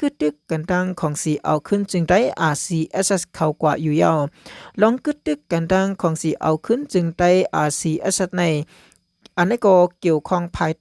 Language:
Shan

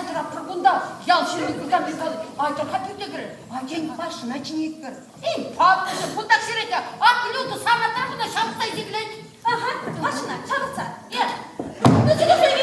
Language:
Chuvash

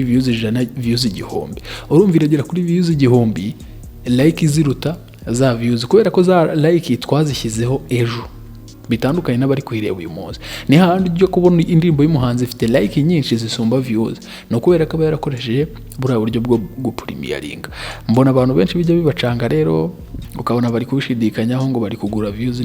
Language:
Kinyarwanda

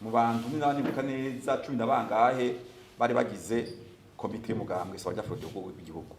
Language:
Rundi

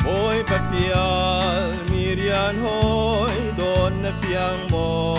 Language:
Hakha Chin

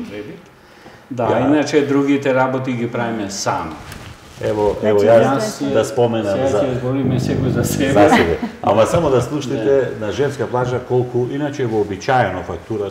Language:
Macedonian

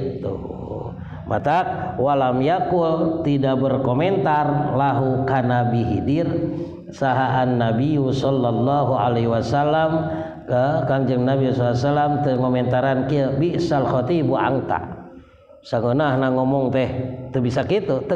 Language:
Sundanese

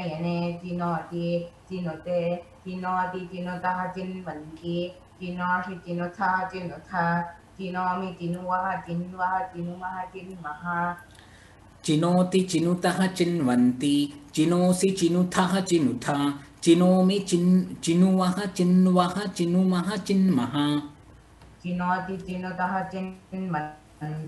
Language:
Sanskrit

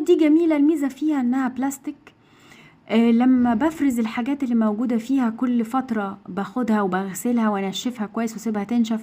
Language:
Egyptian Arabic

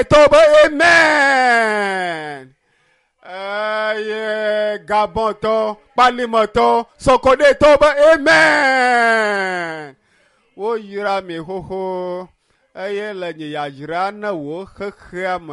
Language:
Ewe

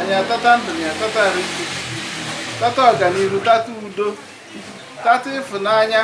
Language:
Igbo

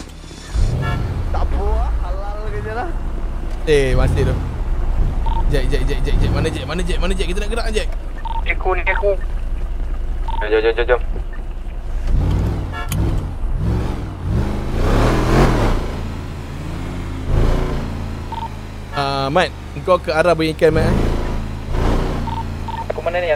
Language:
Malay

